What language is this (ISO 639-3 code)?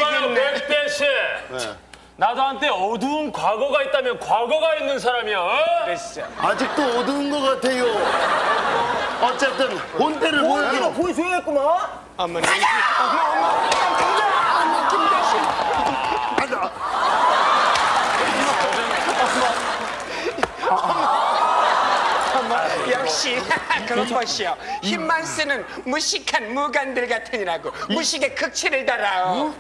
kor